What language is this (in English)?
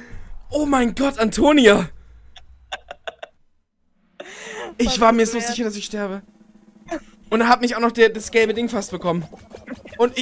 German